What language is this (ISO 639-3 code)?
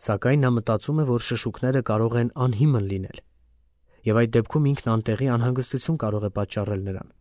hye